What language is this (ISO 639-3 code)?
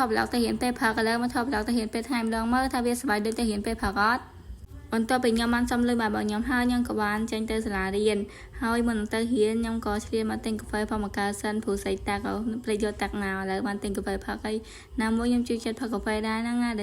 khm